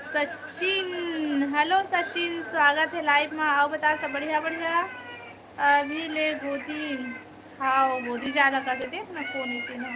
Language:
Chhattisgarhi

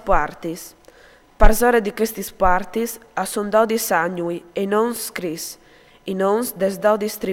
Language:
Friulian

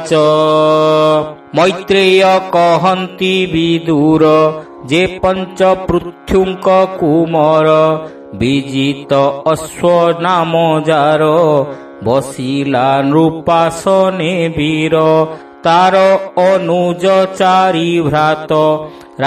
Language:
Odia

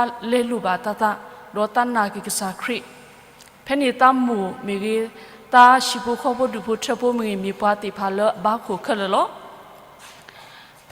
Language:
S'gaw Karen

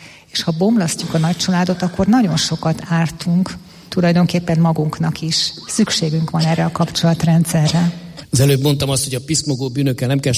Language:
Hungarian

